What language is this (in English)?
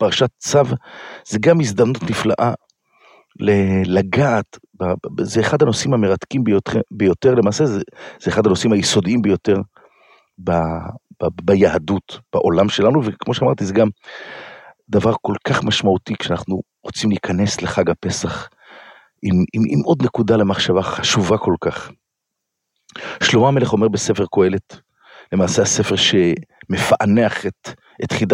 Hebrew